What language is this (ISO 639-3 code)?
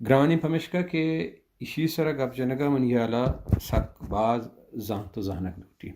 bal